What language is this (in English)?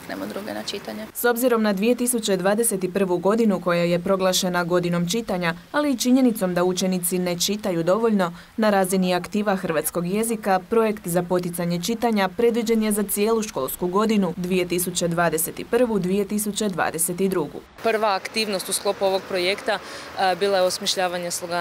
Croatian